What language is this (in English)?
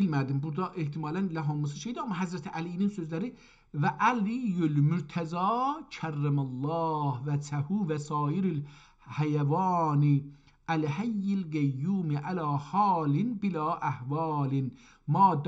South Azerbaijani